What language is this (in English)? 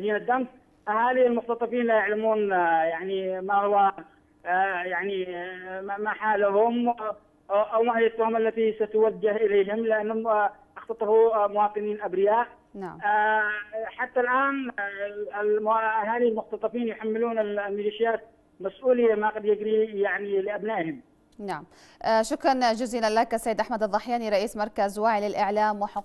Arabic